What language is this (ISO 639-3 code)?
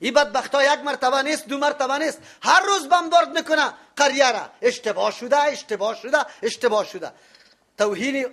fas